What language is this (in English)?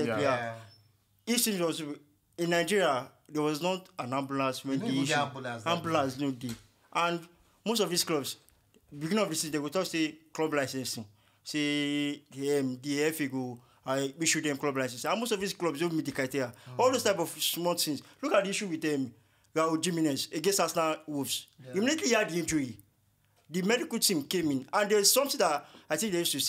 Nigerian Pidgin